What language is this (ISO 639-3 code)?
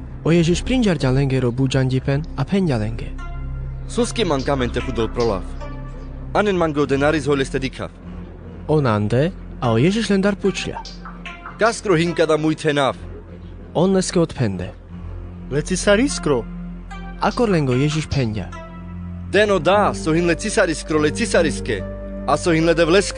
rmc